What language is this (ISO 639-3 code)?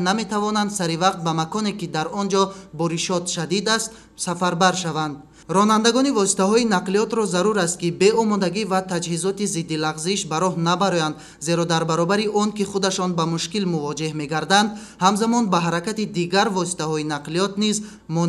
tgk